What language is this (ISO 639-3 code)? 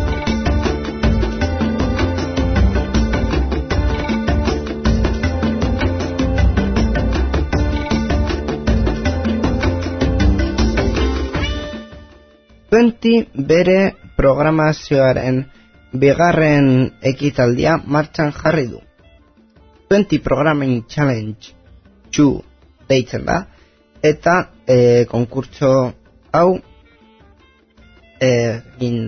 eus